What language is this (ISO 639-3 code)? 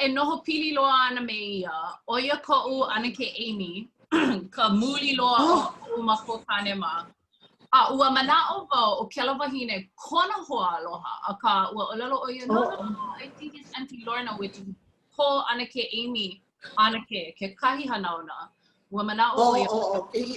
haw